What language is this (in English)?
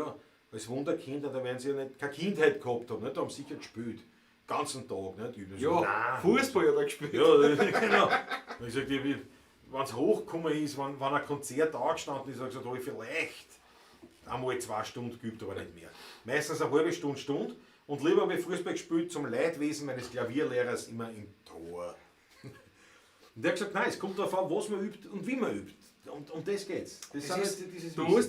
Bavarian